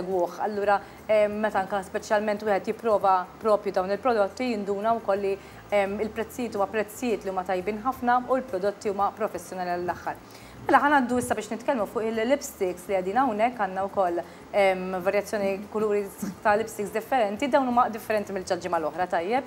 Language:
Maltese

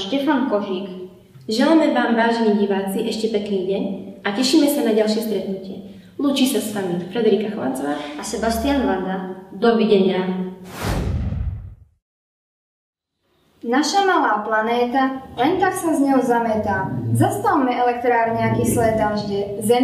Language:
Slovak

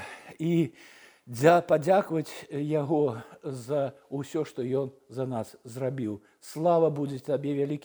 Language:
Belarusian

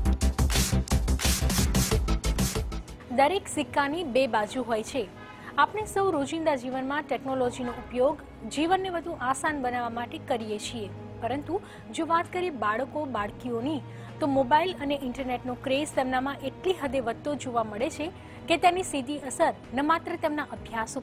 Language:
Gujarati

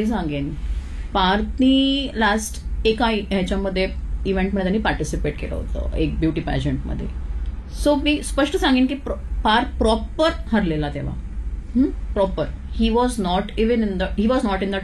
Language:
Marathi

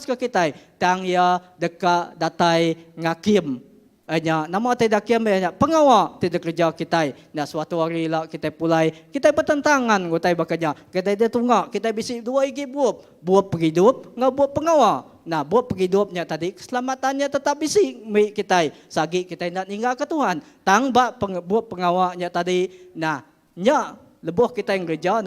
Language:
Iban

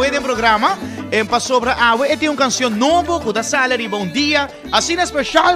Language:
Papiamento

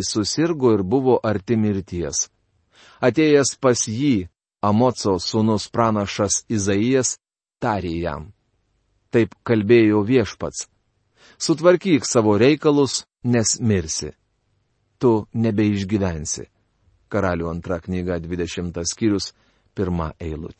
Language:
Lithuanian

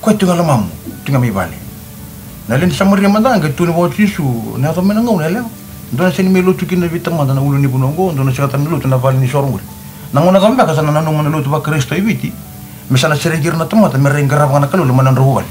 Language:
Fijian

